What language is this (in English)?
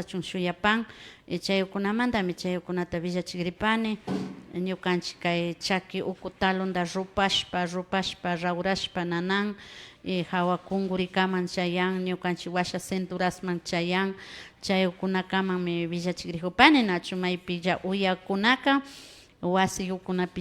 Imbabura Highland Quichua